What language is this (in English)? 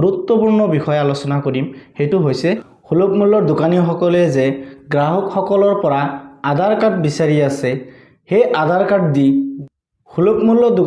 Assamese